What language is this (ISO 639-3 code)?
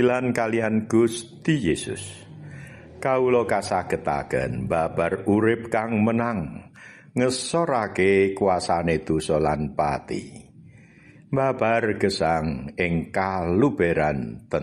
jav